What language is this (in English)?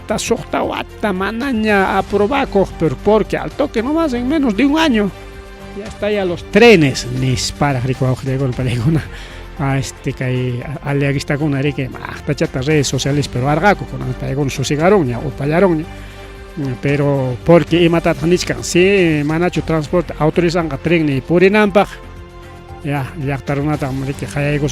Ayacucho Quechua